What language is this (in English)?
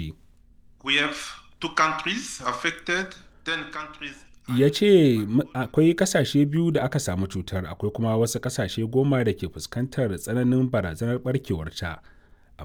Hausa